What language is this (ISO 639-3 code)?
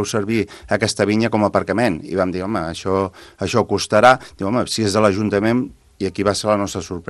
cat